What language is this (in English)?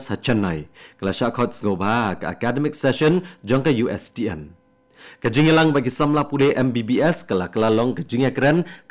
Khasi